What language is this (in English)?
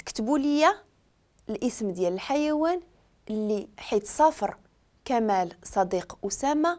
Moroccan Arabic